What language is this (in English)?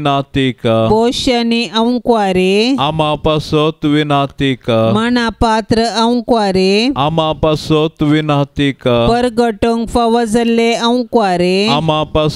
Konkani